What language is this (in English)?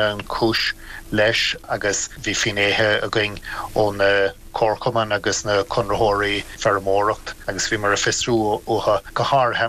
Irish